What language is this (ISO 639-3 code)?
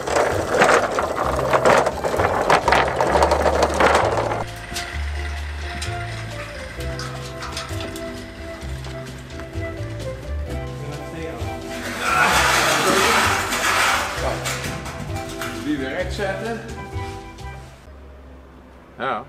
nld